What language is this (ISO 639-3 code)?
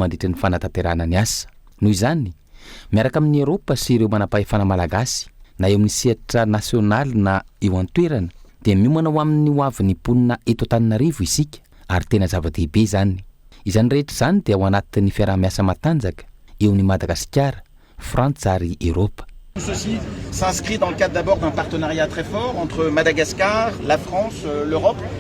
mlg